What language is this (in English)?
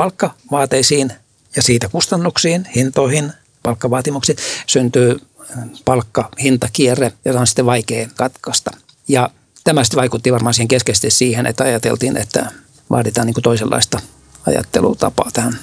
Finnish